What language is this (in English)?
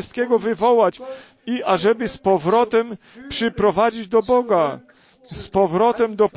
Polish